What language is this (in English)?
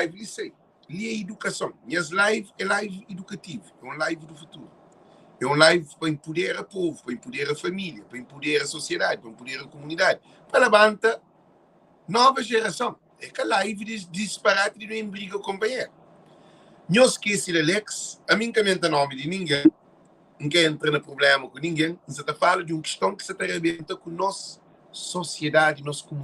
Kabuverdianu